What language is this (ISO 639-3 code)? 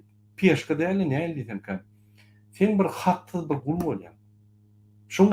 tuk